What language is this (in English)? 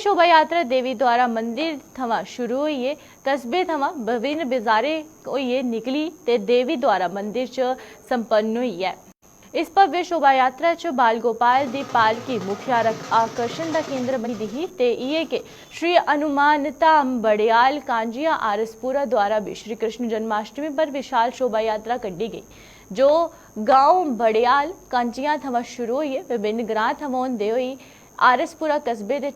Dogri